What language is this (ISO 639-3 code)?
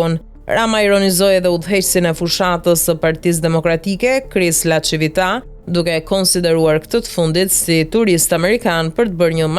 sqi